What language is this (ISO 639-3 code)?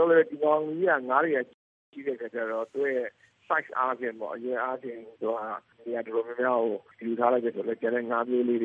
mya